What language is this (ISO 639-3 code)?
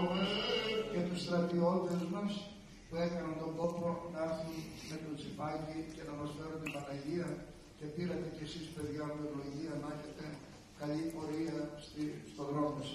ell